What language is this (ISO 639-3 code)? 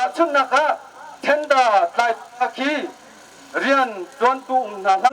cnh